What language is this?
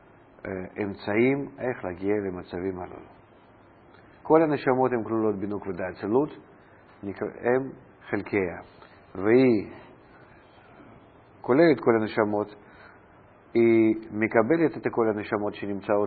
Hebrew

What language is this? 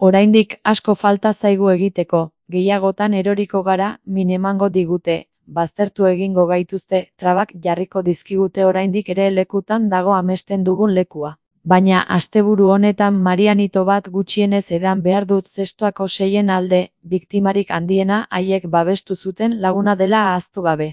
Basque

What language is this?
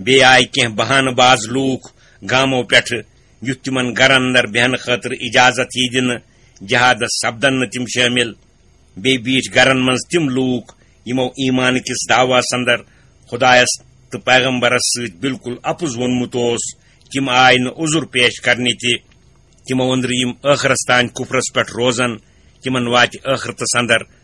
Kashmiri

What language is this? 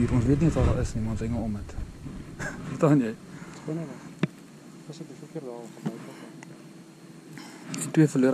Afrikaans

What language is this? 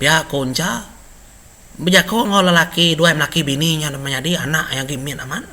Iban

